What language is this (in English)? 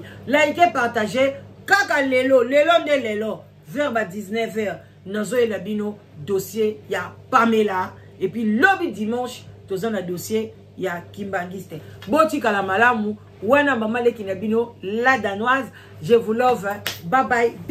Lingala